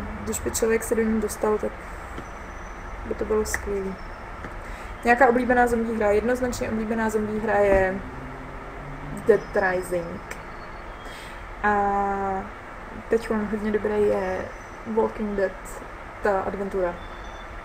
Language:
Czech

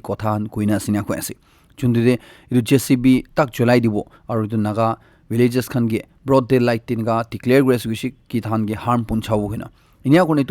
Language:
Naga Pidgin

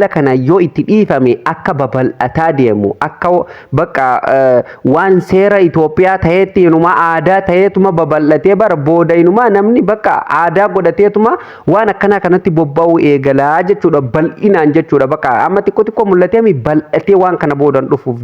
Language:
Oromo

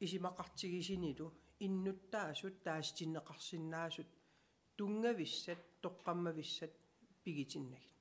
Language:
Kalaallisut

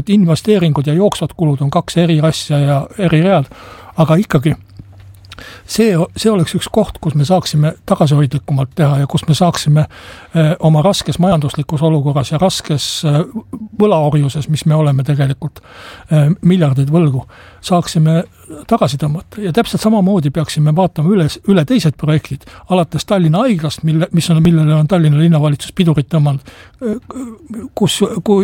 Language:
Estonian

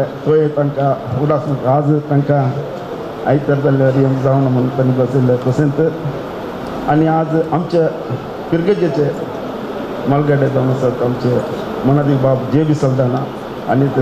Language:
Konkani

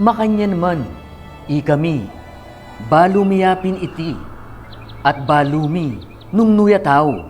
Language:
Pampanga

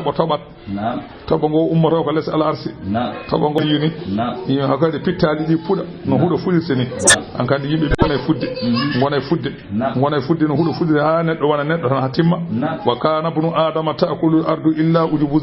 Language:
Fula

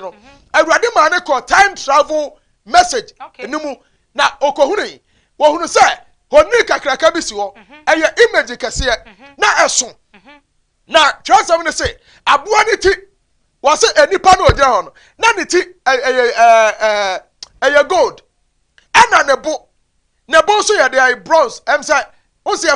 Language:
Akan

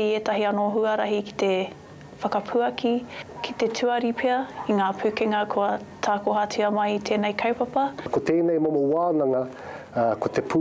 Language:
Māori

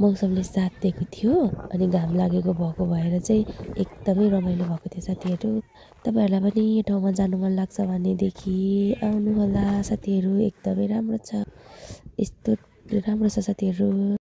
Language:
Nepali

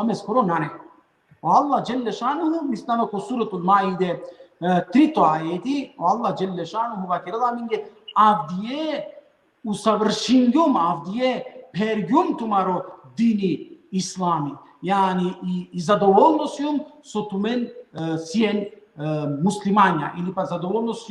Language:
Balkan Romani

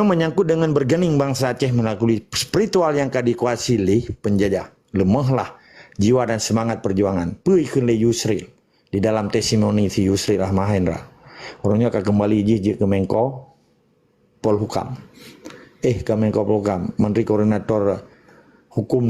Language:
Achinese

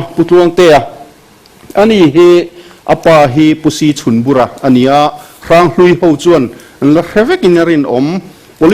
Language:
Mizo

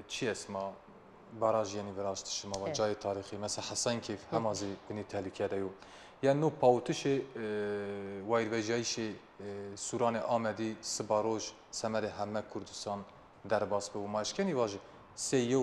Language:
Zaza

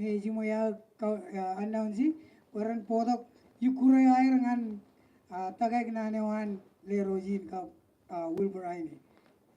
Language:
Marshallese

